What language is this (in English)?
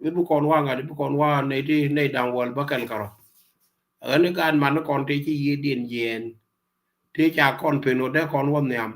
Nuer